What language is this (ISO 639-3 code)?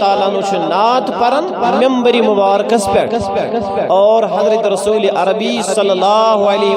kas